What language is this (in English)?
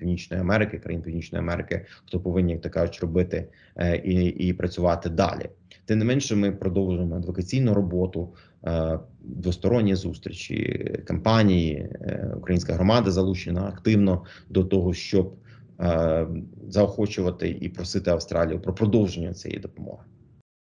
Ukrainian